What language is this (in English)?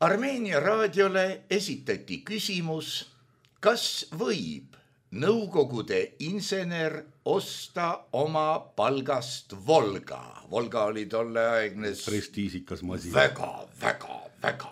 Estonian